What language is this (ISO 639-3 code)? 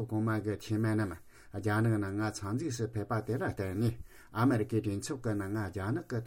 bod